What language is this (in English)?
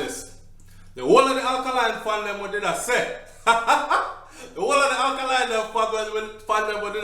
Jamaican Creole English